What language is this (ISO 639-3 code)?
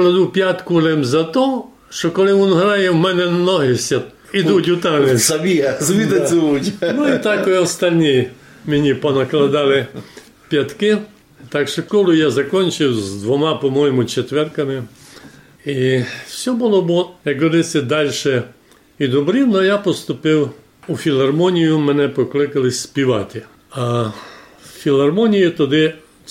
rue